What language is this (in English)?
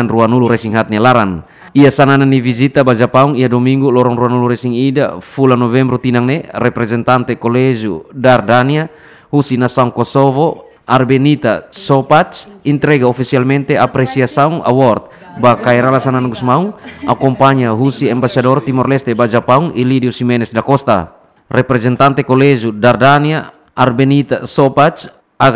Tetum